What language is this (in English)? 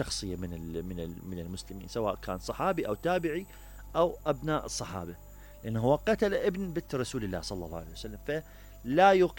Mesopotamian Arabic